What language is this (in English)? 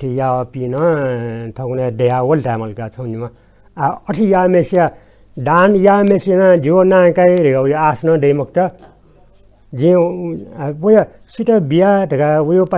Newari